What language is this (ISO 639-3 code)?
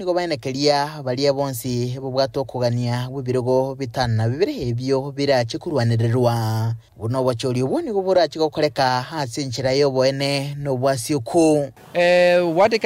guz